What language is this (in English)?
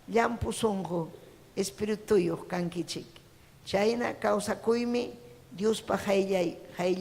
Ayacucho Quechua